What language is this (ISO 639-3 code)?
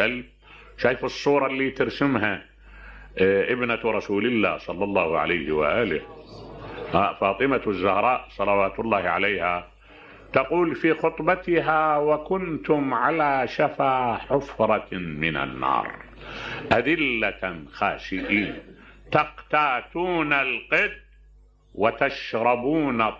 acm